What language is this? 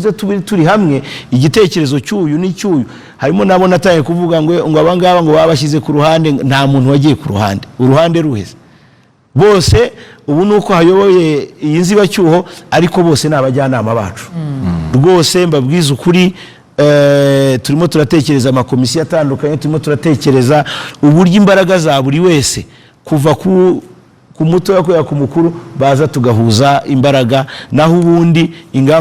Kinyarwanda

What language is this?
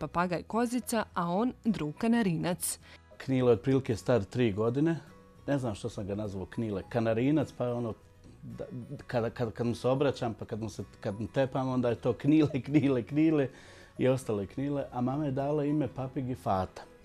Bosnian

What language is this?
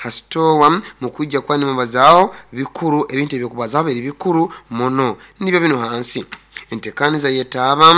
Nyoro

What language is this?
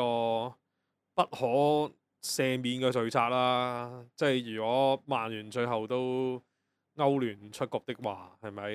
Cantonese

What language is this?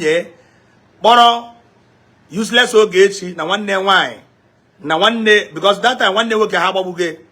Igbo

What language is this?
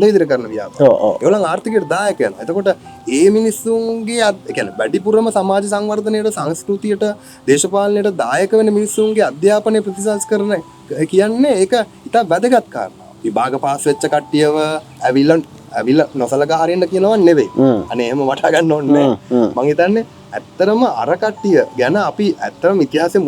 Sinhala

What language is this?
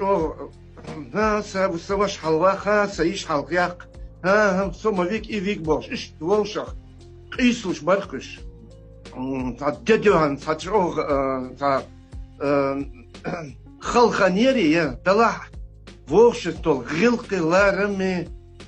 Chechen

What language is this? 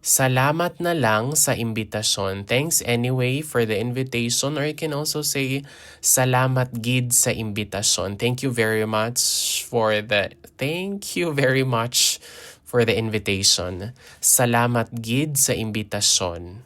Hiligaynon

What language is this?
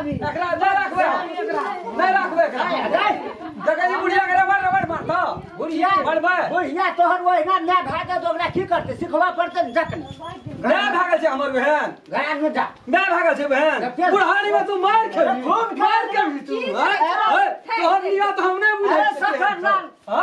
Maithili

